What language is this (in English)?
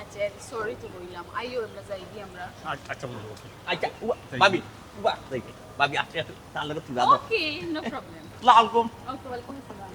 Sylheti